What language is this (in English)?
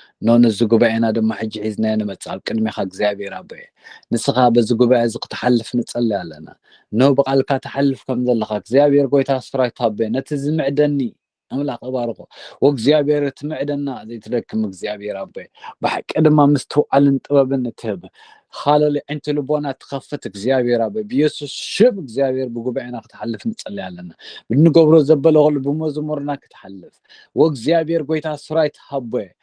Tigrinya